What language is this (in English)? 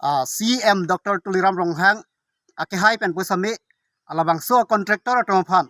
Karbi